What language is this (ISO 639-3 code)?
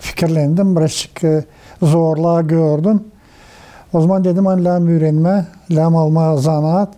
gag